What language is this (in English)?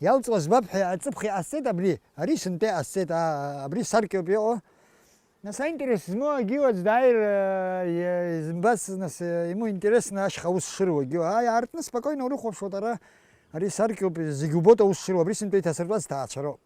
Abkhazian